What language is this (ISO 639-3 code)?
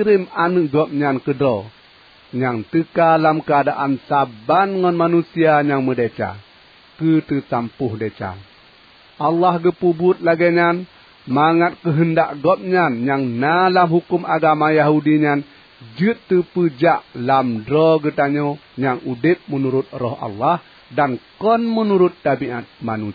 ace